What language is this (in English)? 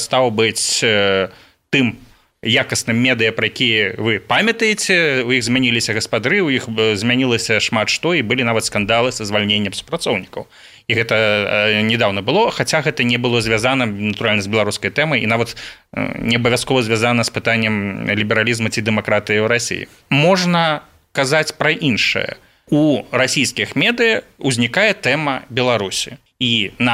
Belarusian